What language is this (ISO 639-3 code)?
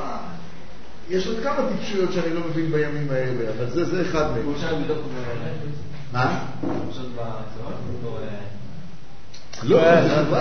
heb